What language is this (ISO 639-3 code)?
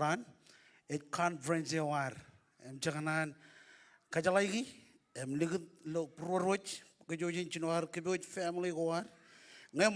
mah